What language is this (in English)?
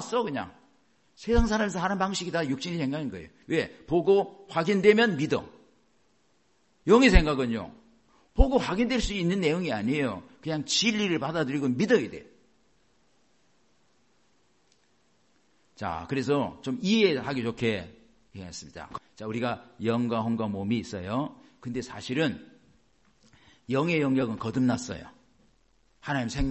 Korean